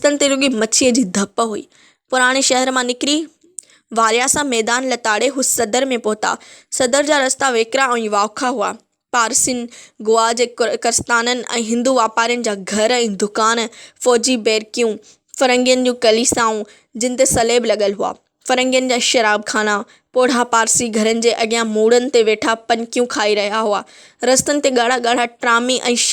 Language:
Sindhi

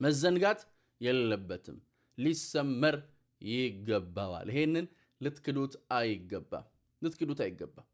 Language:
Amharic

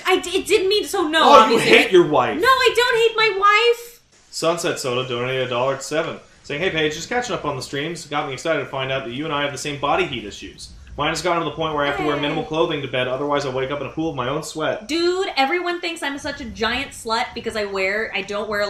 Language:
English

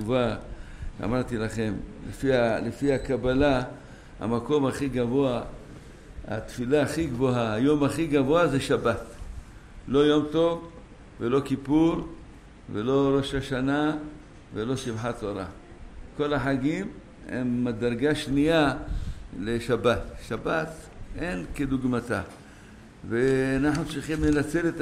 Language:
Hebrew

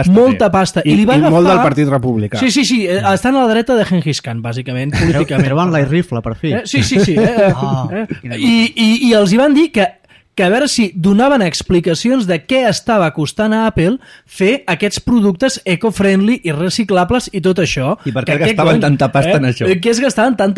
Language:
Catalan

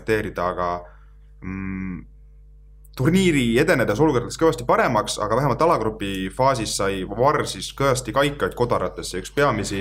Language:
Estonian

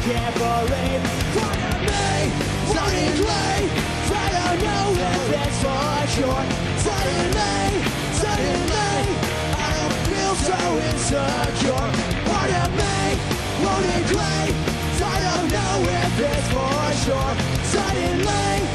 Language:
English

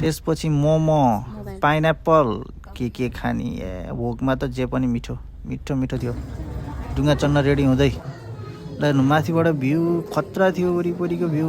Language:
Nepali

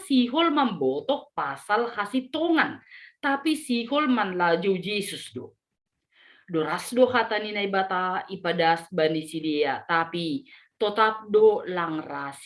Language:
Batak Simalungun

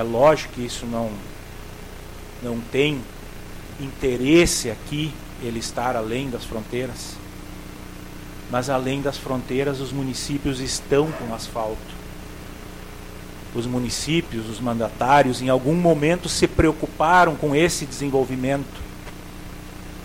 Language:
Portuguese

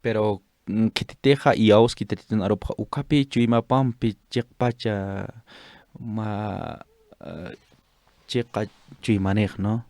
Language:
Aymara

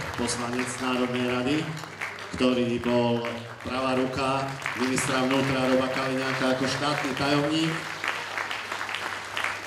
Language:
Slovak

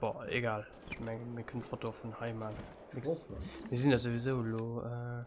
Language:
Luxembourgish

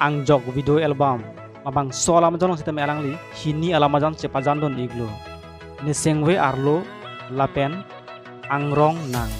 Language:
Karbi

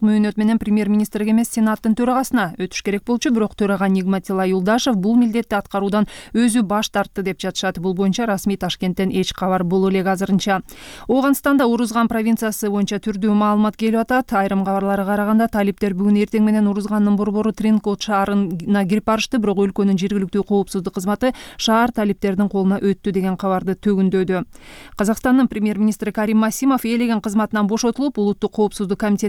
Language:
Kyrgyz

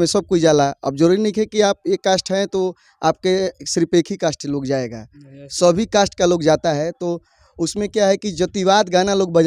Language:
Bhojpuri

